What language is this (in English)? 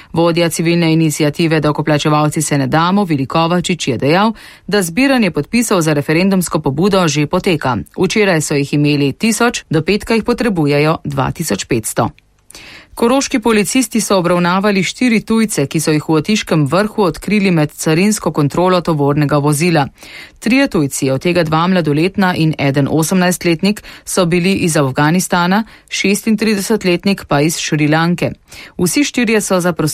Slovenian